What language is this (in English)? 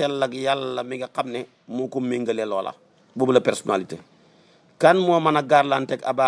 Wolof